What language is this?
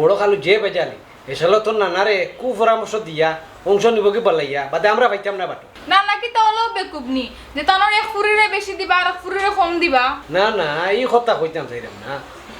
Sylheti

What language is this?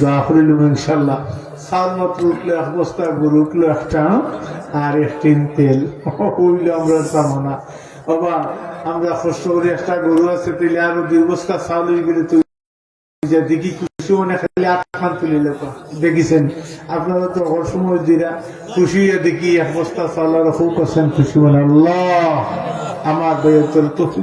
Sylheti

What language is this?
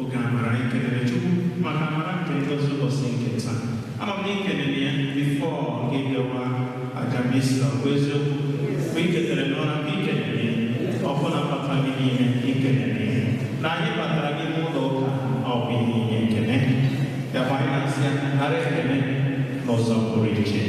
Igbo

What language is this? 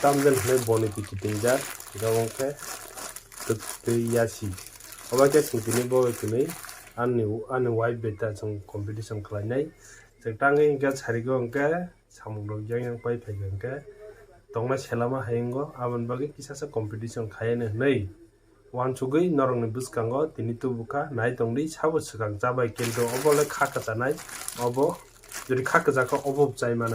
Kok Borok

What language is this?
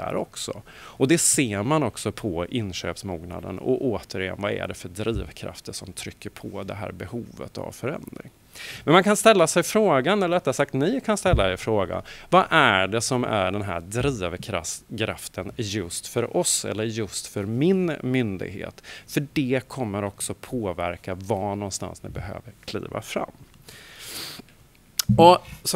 Swedish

